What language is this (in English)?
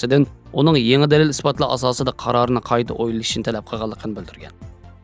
Uyghur